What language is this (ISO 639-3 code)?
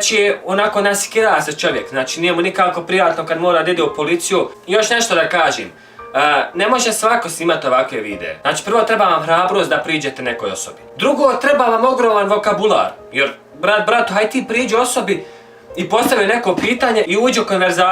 bos